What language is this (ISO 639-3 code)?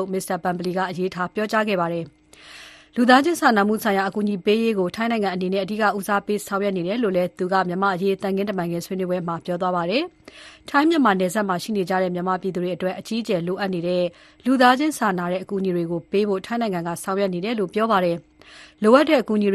mya